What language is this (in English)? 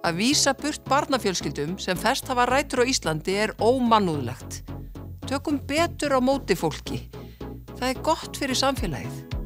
Icelandic